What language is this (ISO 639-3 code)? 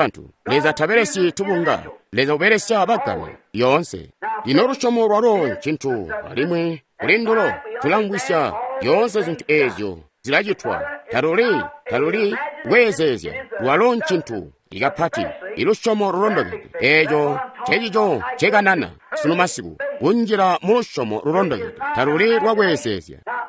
toi